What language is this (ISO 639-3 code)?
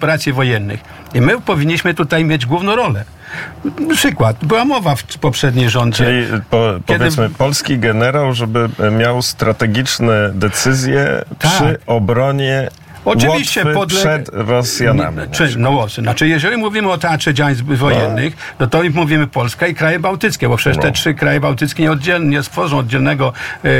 pol